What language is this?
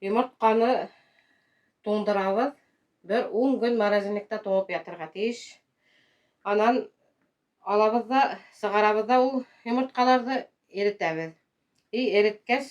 Bashkir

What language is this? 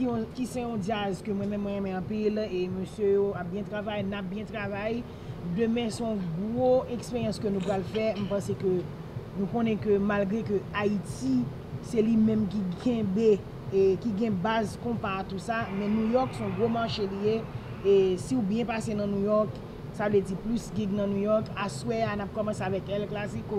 Haitian Creole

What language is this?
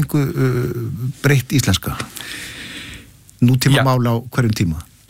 Icelandic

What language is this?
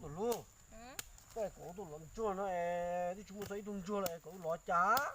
Hmong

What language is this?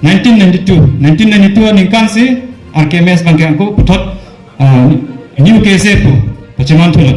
Karbi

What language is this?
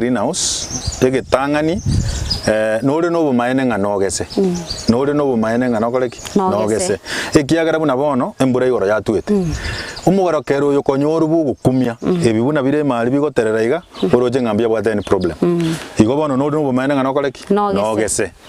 Gusii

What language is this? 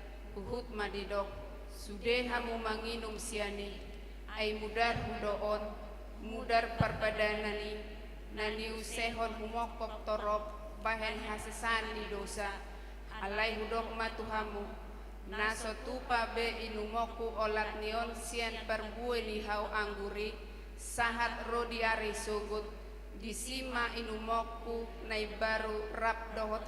Batak Toba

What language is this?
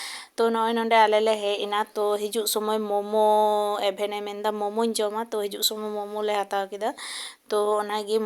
Santali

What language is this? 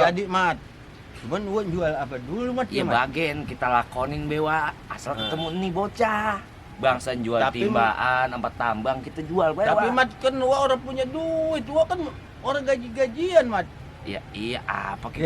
Betawi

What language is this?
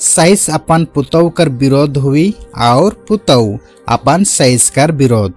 Sadri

